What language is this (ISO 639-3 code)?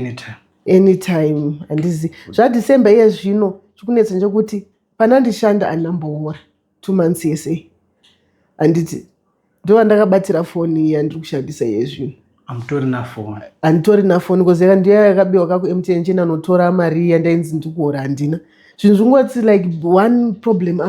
sna